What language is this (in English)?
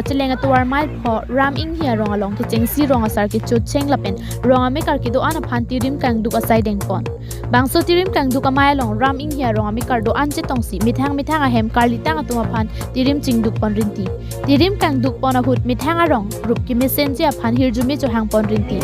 Karbi